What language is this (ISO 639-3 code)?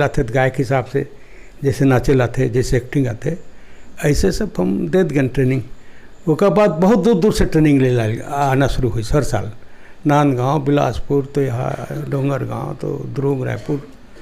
hne